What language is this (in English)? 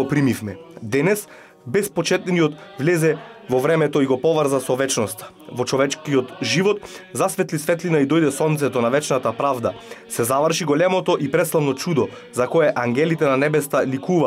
Macedonian